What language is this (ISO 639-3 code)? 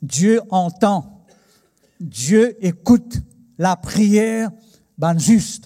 mfe